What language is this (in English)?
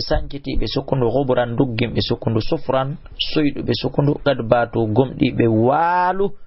Fula